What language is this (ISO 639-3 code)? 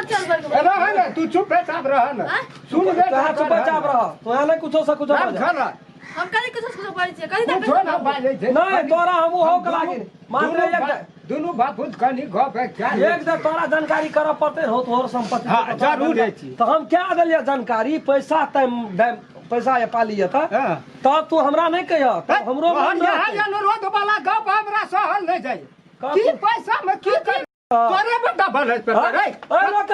mai